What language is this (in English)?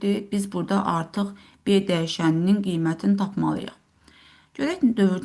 Azerbaijani